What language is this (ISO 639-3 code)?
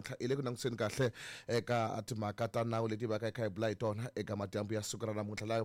tso